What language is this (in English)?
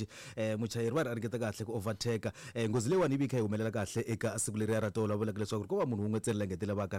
Tsonga